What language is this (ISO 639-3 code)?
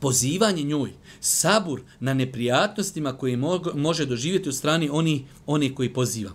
bos